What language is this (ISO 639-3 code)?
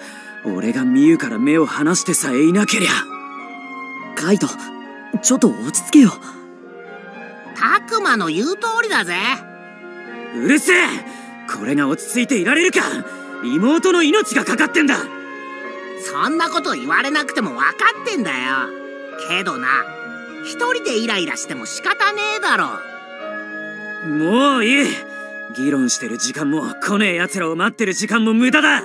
jpn